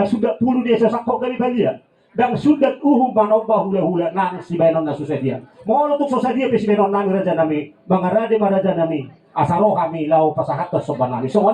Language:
Batak Toba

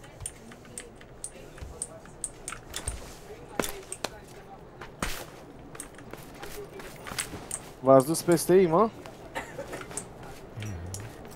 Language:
Romanian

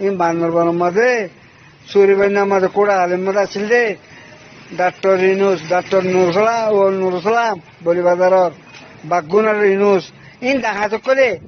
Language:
Rohingya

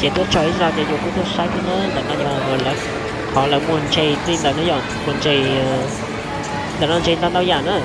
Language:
Hmong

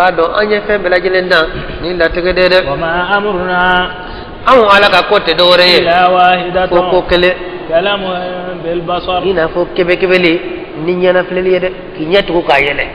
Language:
Bambara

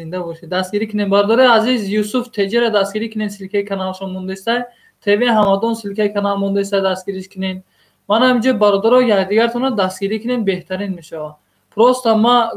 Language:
Tajik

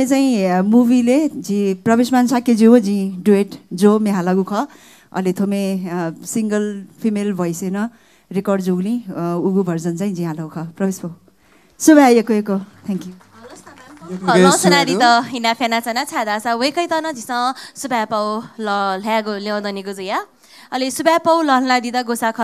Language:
Newari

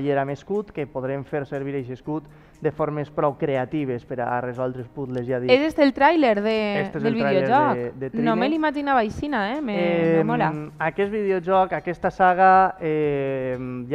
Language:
Catalan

